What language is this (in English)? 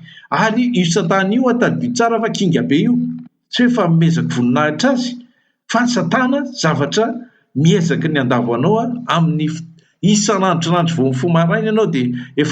Malagasy